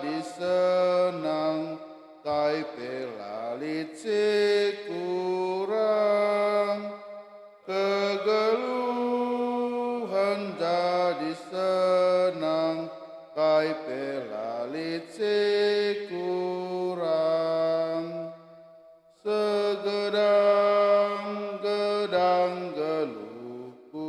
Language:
Batak Karo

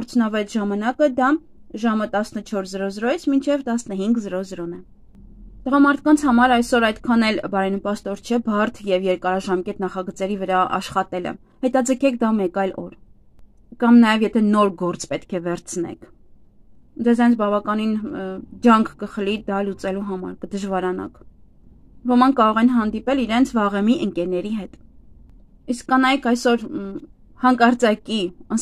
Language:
Armenian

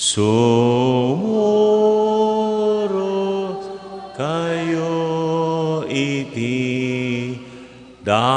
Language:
Iloko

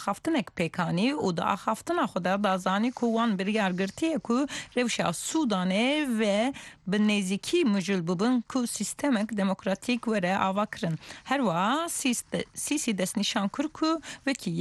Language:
Kurdish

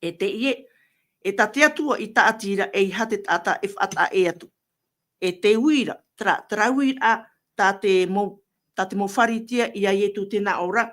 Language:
Tahitian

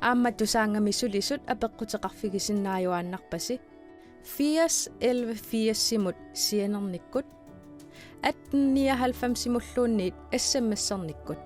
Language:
Kalaallisut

